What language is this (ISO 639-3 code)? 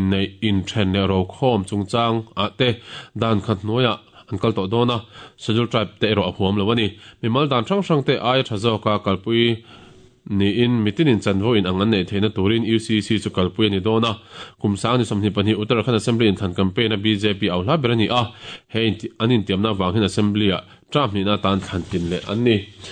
lus